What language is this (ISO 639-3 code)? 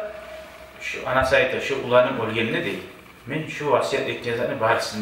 kum